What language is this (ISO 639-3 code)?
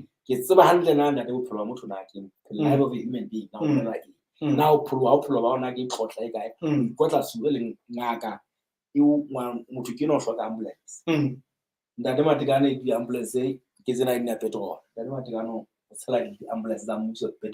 sot